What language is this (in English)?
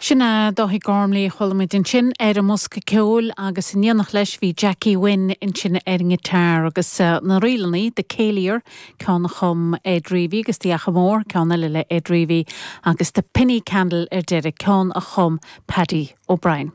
Irish